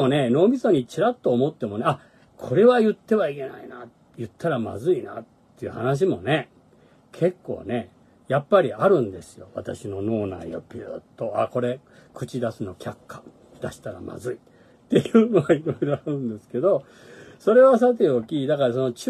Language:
Japanese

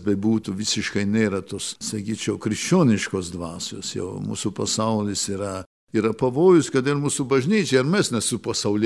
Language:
Lithuanian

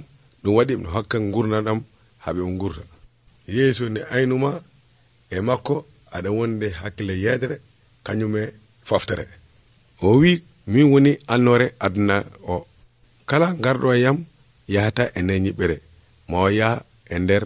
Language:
Nigerian Fulfulde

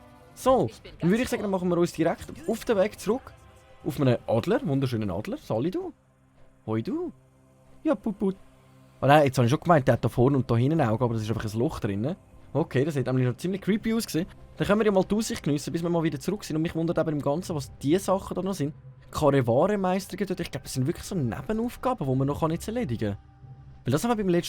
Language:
Swiss German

